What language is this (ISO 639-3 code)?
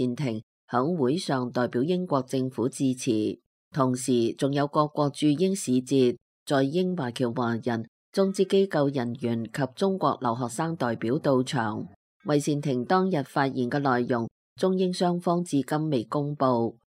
yue